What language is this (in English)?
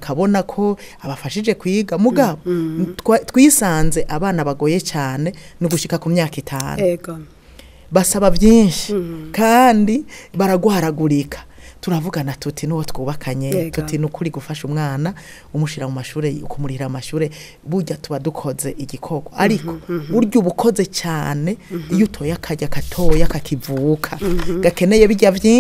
Rundi